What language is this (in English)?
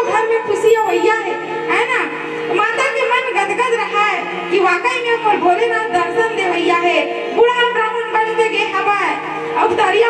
Chhattisgarhi